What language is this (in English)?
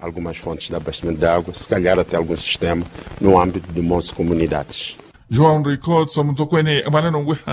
Makhuwa